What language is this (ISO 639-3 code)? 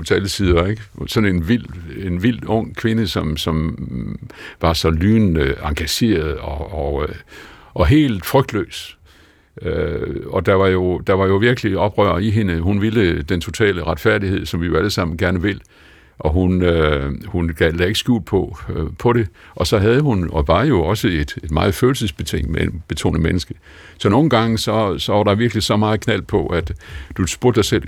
dan